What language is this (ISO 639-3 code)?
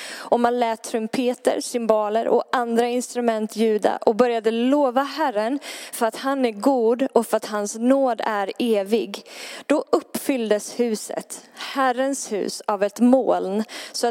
swe